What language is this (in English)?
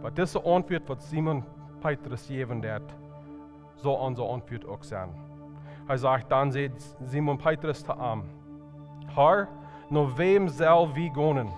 Plautdietsch